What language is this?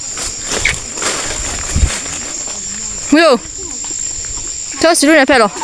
Lahu Shi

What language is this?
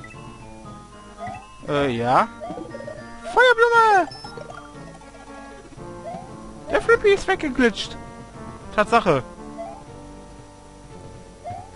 German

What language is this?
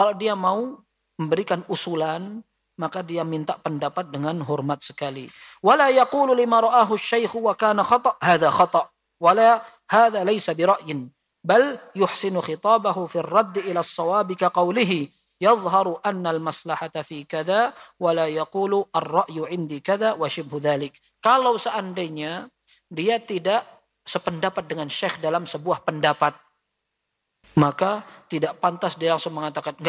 Indonesian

